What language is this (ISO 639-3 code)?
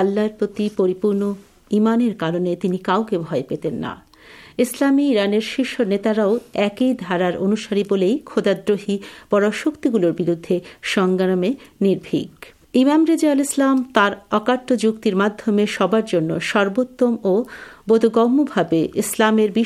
ben